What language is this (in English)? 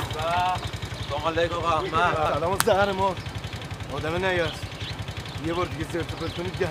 Persian